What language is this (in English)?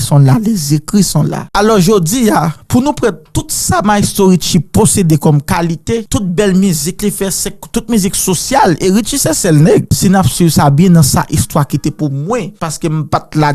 Haitian Creole